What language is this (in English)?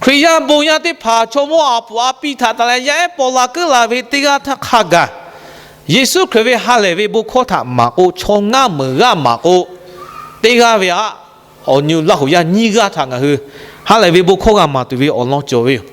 Lahu